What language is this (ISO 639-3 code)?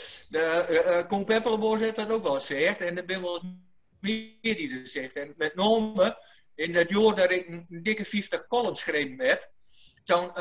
gos